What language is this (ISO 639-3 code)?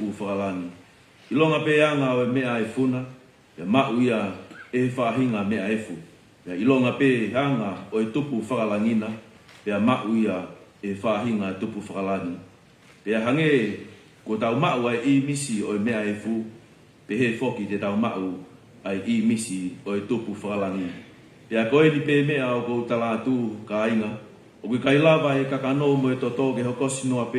ton